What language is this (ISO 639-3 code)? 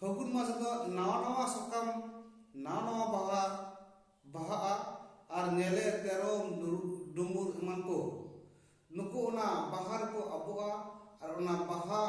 sat